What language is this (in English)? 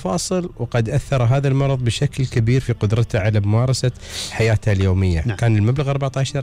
Gulf Arabic